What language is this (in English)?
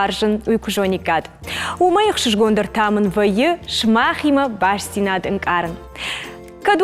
Ossetic